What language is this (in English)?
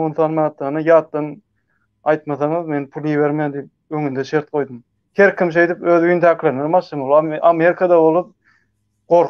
Turkmen